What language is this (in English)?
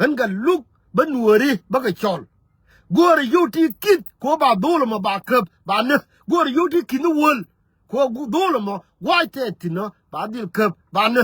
Nuer